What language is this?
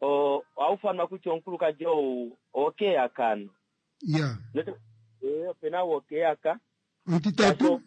Kuanyama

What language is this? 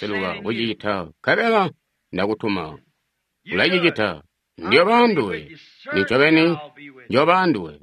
Tonga (Zambia)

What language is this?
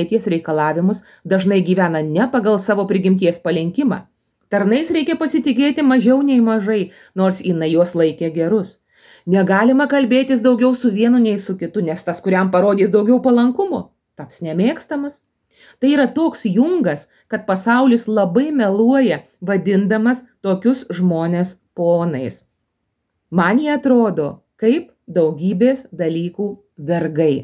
Lithuanian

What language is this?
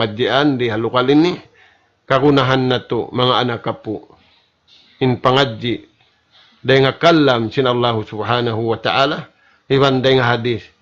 Tausug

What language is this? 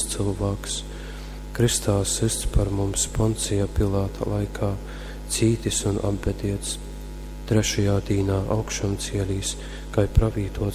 Latgalian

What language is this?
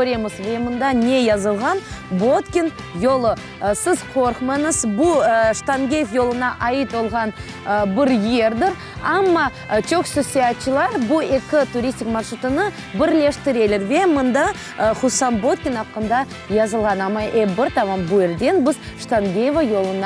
Crimean Tatar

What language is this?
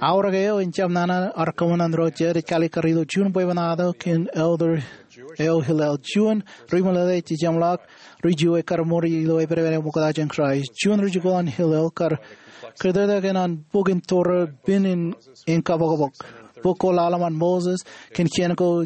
Marshallese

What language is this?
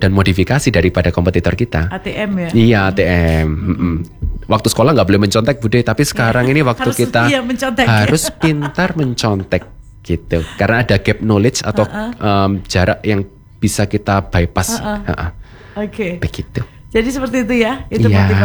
Indonesian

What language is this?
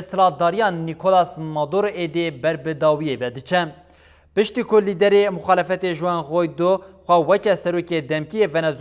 Kurdish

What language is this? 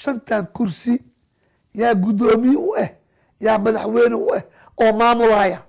Somali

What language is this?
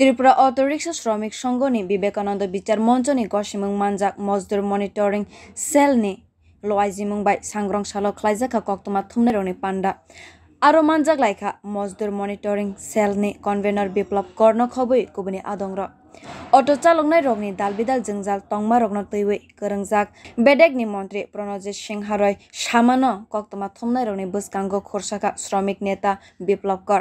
Kok Borok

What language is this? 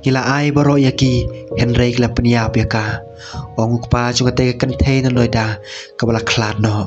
Khasi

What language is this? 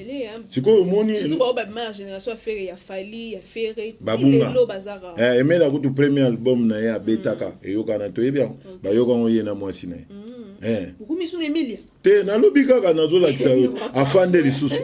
Lingala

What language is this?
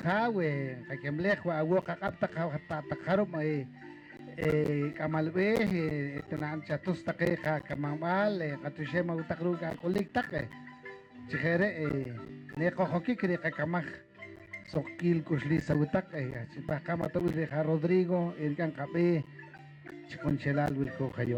Poqomchi'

